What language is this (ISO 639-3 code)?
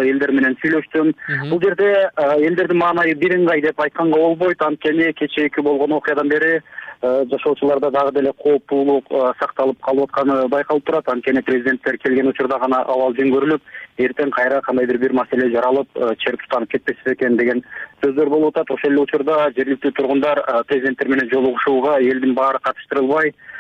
kir